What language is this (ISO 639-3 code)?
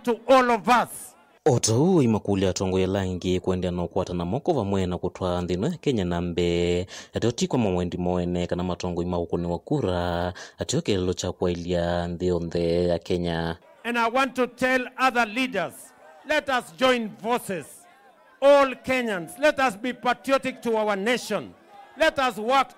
kam